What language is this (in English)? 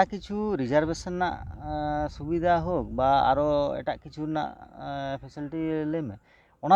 Santali